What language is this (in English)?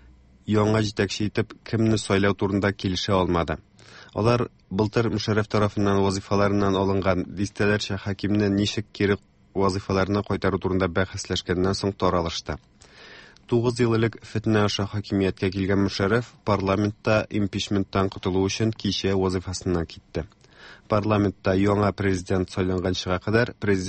Tatar